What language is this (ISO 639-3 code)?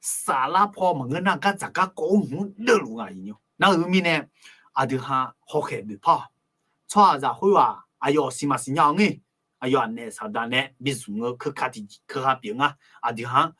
ahk